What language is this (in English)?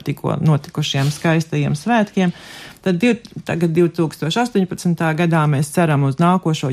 Latvian